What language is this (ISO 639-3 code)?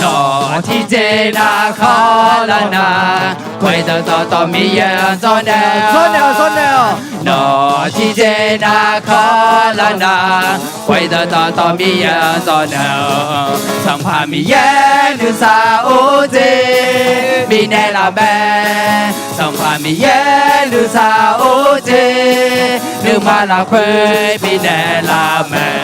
ahk